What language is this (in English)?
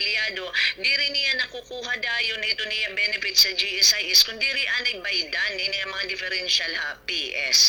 Waray